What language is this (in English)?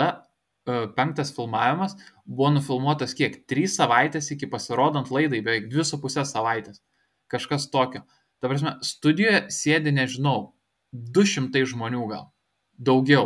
Lithuanian